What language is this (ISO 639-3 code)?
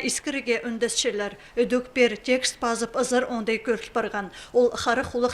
kjh